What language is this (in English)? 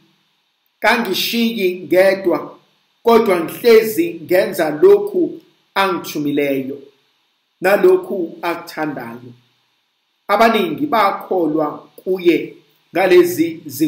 Zulu